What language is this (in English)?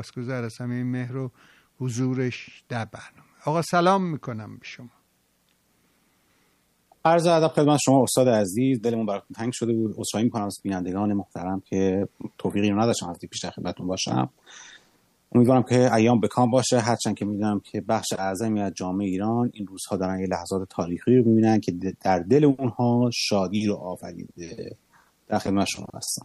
Persian